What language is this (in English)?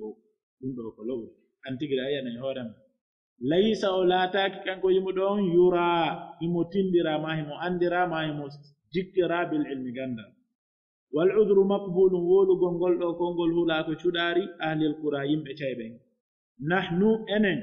Pular